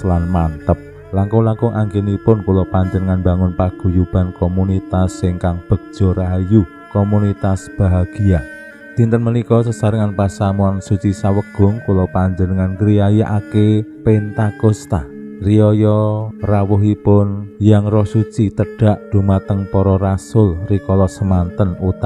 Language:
Javanese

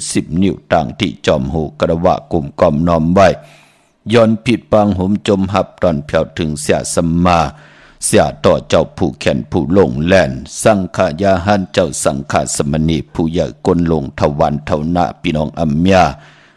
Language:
Shan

